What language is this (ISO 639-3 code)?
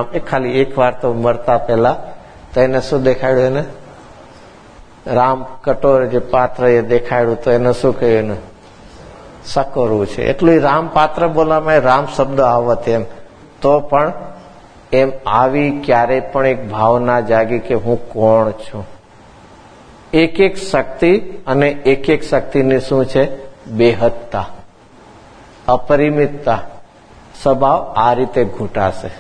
guj